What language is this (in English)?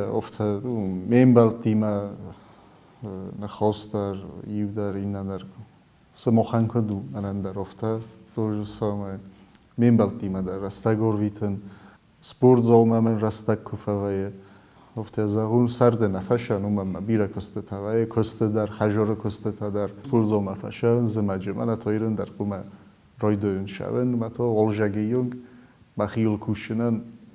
Ossetic